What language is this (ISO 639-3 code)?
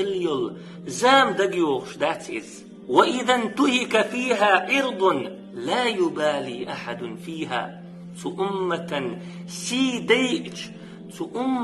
che